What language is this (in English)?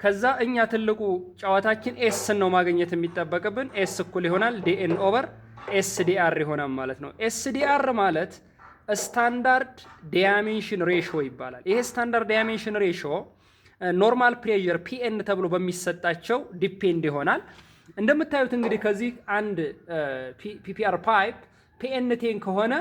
Amharic